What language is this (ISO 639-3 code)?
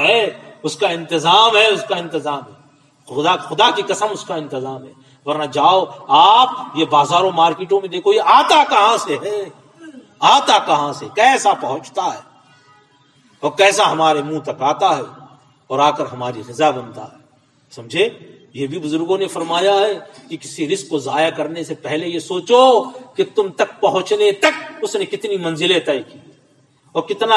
urd